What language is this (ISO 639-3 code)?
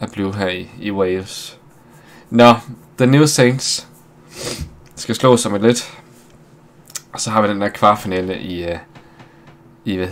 dan